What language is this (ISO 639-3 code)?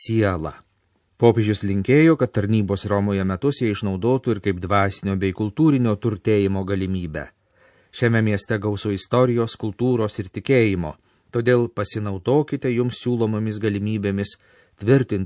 lit